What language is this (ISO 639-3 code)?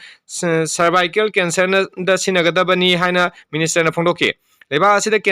mni